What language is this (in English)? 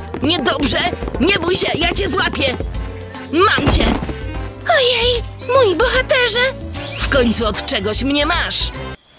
Polish